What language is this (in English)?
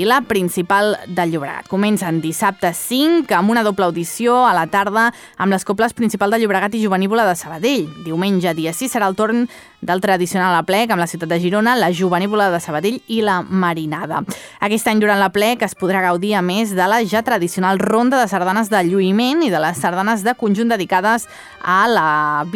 Catalan